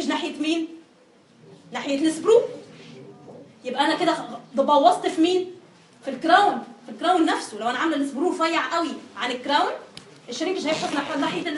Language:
Egyptian Arabic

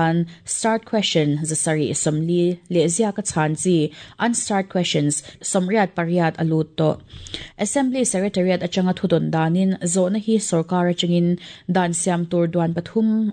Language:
Mizo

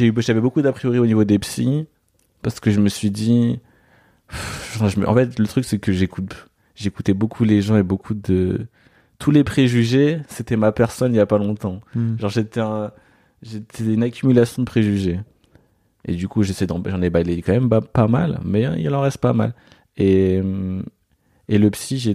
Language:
French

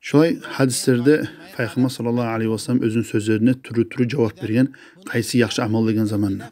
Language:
Kumyk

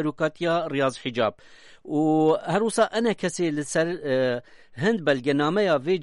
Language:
Kurdish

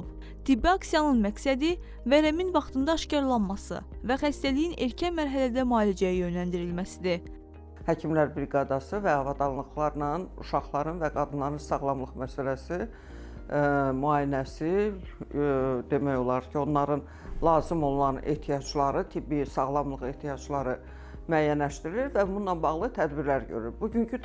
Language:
Azerbaijani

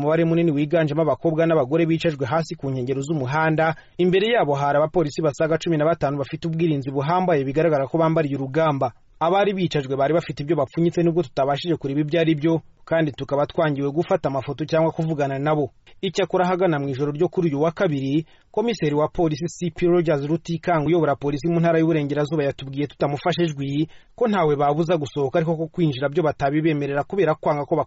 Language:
Kinyarwanda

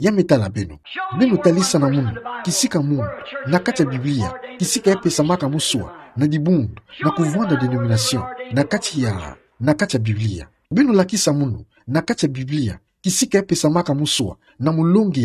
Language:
Kituba (Democratic Republic of Congo)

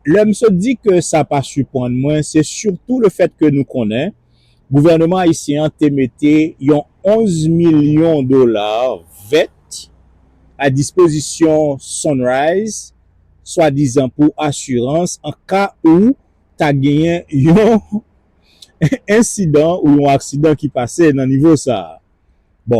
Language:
Haitian Creole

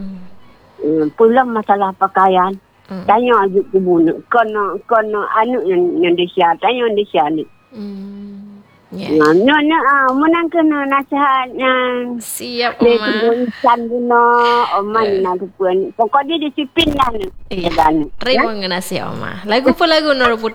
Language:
Malay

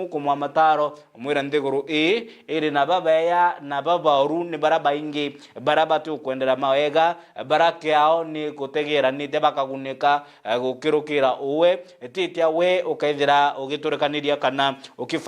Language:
Meru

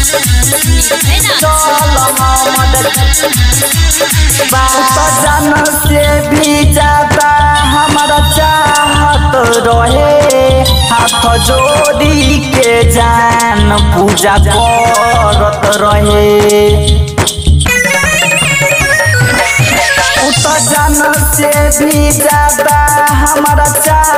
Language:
Bhojpuri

